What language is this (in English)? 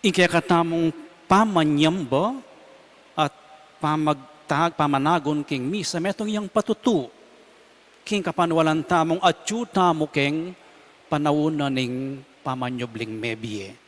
Pampanga